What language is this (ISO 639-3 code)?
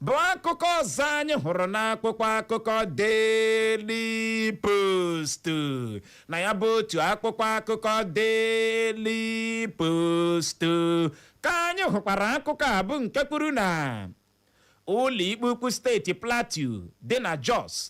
ibo